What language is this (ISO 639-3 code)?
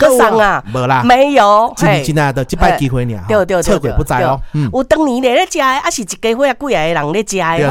nan